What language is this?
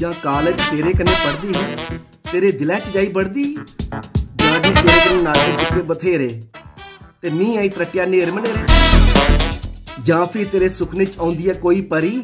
Dogri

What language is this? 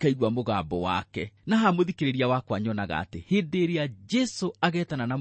Kikuyu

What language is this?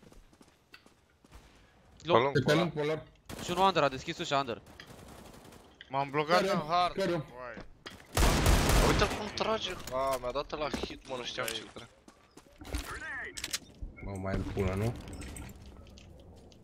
Romanian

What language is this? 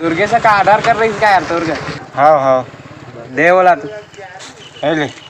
Chhattisgarhi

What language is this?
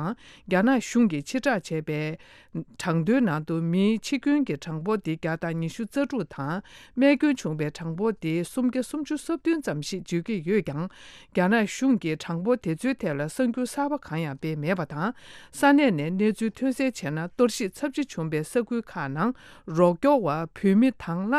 Tibetan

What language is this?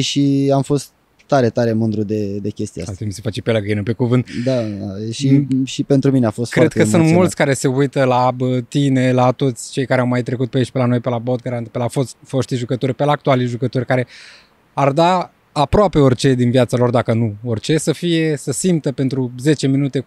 Romanian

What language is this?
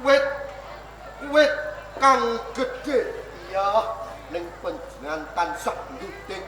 Javanese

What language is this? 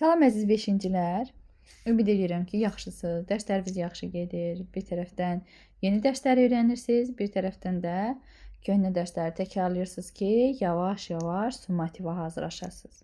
Azerbaijani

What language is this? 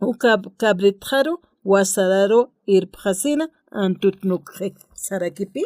Aymara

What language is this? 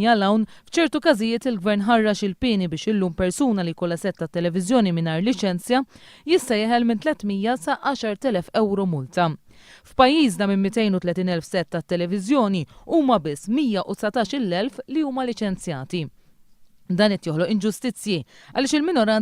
Maltese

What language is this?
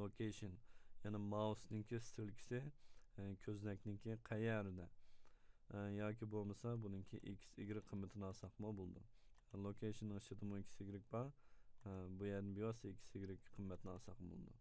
Uyghur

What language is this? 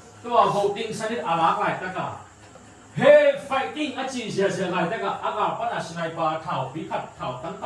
Tedim Chin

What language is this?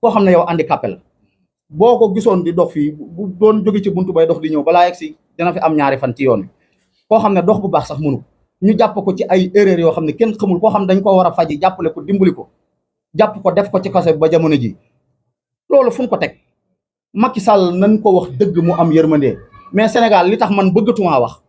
Wolof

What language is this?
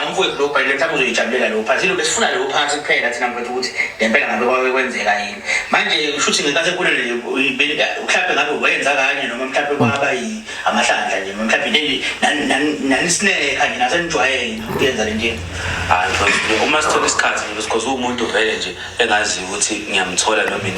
Zulu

